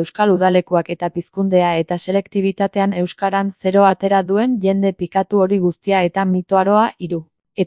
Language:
Basque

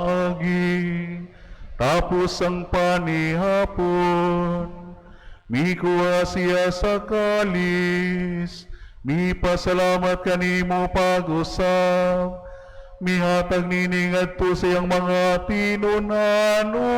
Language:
Cebuano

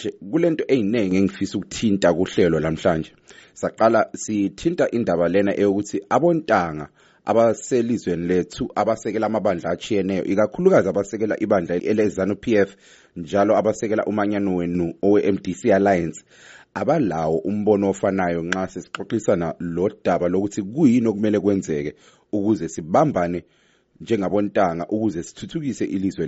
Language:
North Ndebele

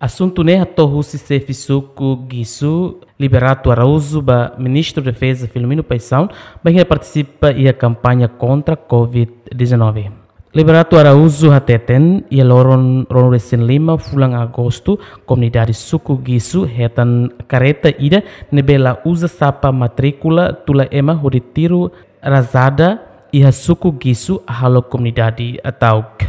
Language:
Tetum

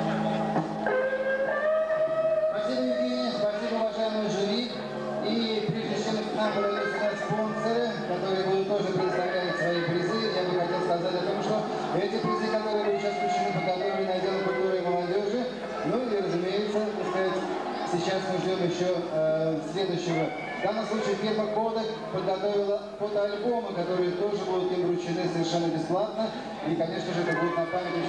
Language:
Russian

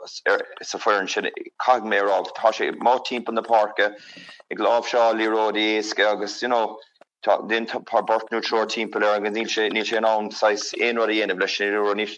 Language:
Irish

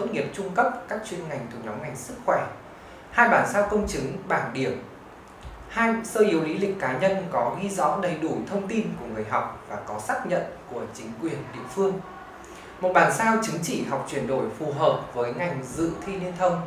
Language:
Vietnamese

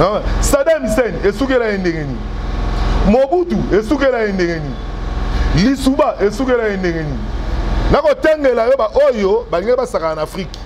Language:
Lingala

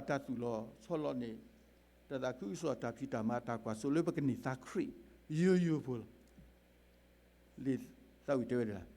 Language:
S'gaw Karen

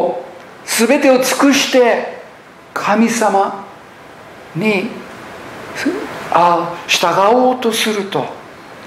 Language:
Japanese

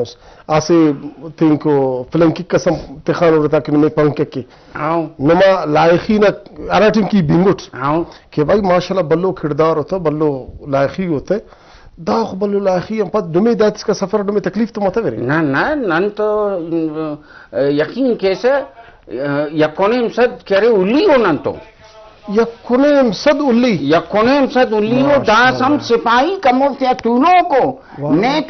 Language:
Brahui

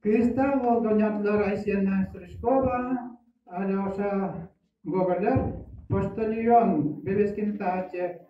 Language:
Yakut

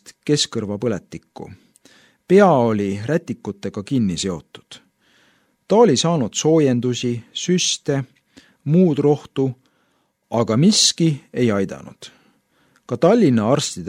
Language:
Estonian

